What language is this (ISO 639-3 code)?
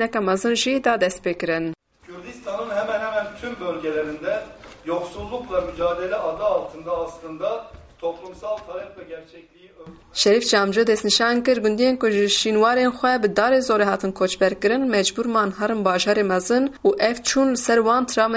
kur